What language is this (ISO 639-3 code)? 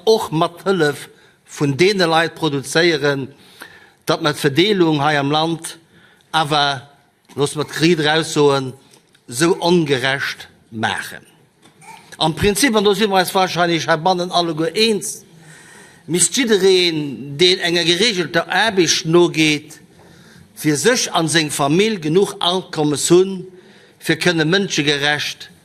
ltz